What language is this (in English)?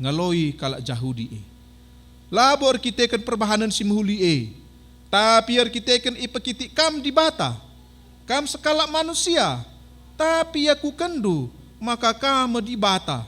Batak Karo